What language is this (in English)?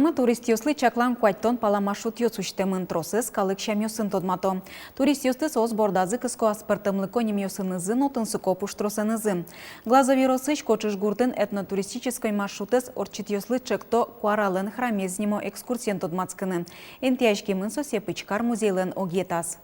Udmurt